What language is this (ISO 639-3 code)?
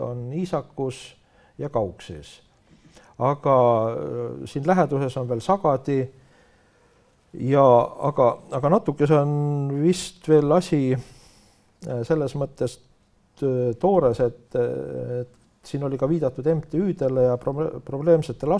est